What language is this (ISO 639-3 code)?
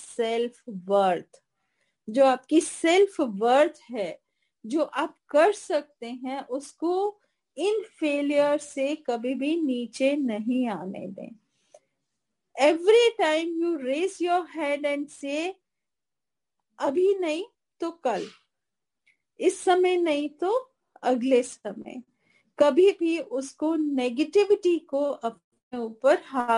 hin